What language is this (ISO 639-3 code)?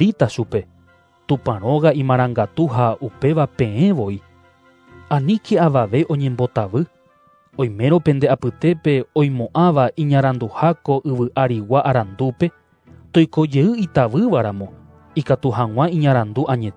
grn